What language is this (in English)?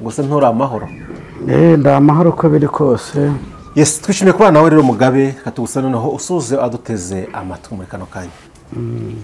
Kinyarwanda